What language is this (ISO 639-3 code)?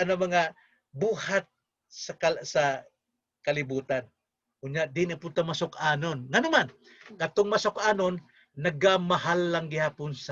ceb